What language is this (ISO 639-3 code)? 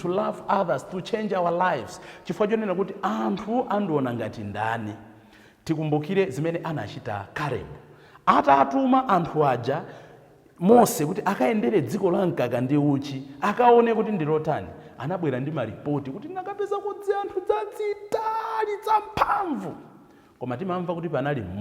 nya